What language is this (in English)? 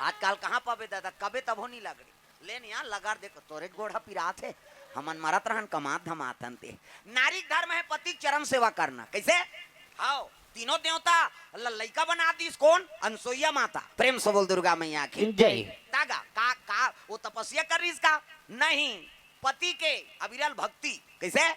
Chhattisgarhi